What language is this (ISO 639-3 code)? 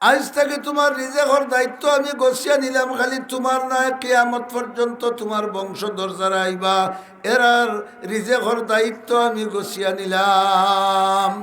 syl